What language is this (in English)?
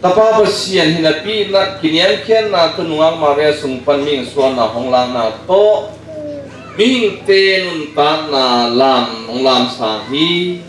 Tedim Chin